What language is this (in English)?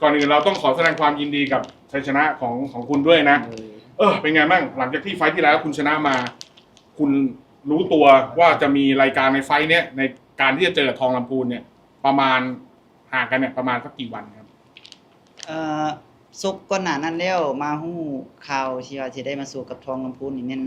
Northeastern Thai